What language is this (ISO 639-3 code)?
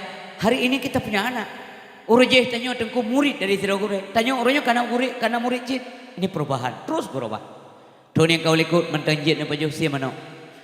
ace